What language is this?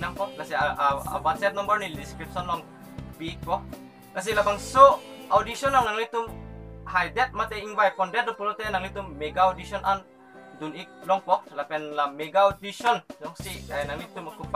Karbi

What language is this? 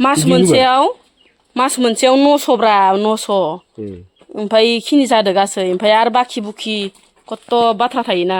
Bodo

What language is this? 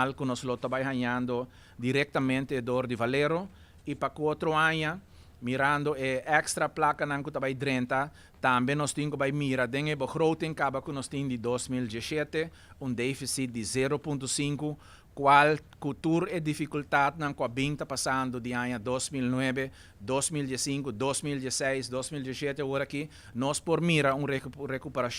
Papiamento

